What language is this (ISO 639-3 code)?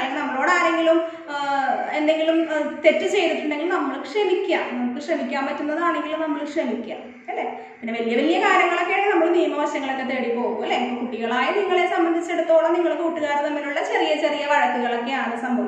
mal